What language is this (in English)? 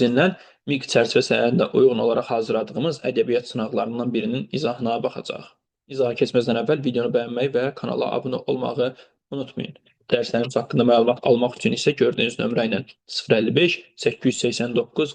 Azerbaijani